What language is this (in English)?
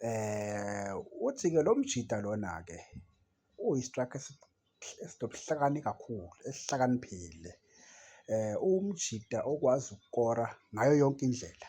Zulu